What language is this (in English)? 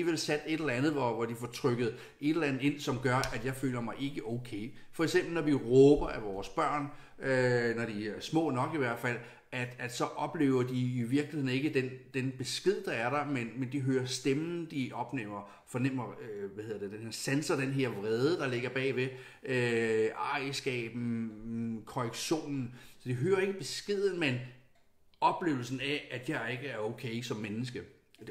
Danish